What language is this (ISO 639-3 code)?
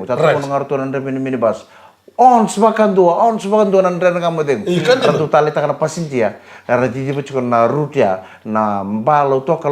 fij